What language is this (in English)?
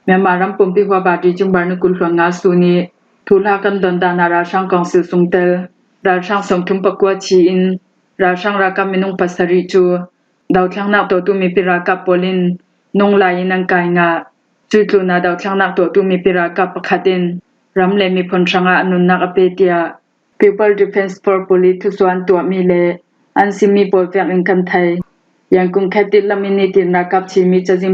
Falam Chin